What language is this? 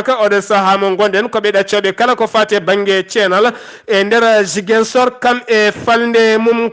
Fula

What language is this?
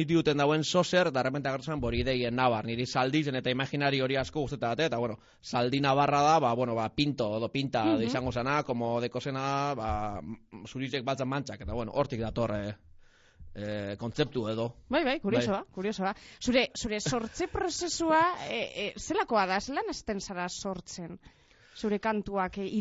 Basque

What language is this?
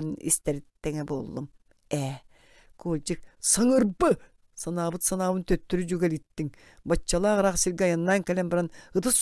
Yakut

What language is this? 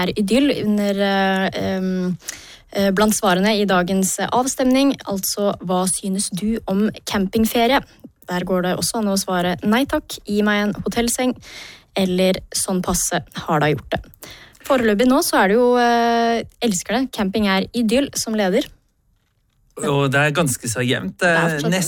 Norwegian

